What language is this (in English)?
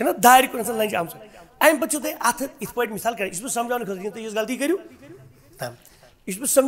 Kashmiri